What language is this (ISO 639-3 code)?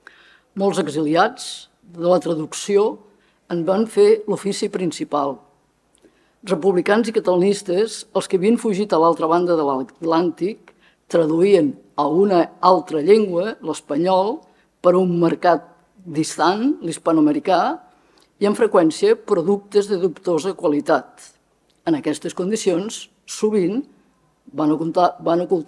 cat